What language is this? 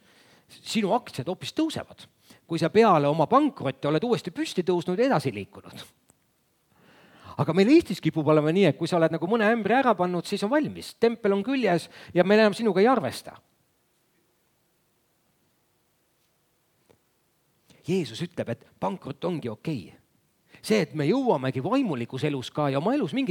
Estonian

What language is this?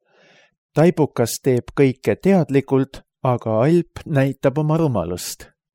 Estonian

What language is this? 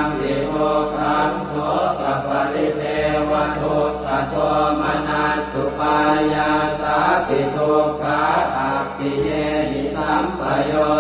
Pali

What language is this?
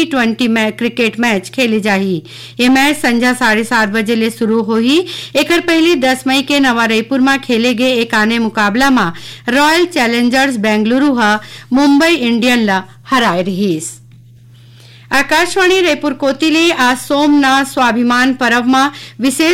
Chhattisgarhi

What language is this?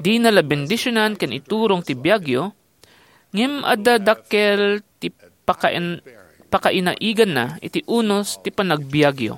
Iloko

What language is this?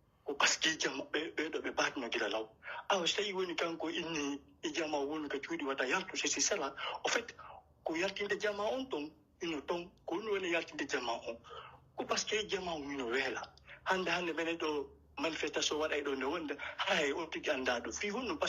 Pular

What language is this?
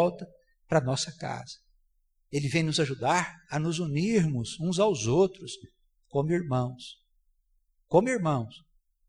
Portuguese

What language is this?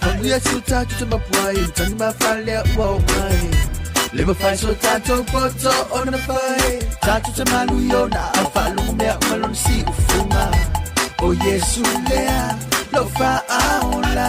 Samoan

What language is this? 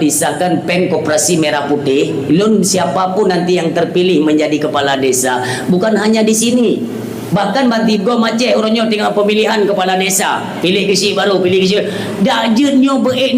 Achinese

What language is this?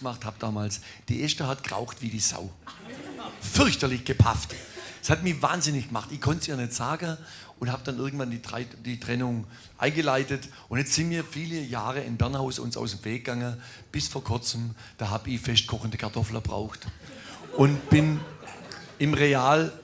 Swabian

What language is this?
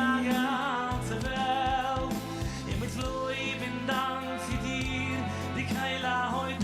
Yiddish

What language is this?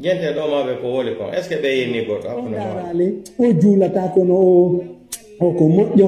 Pular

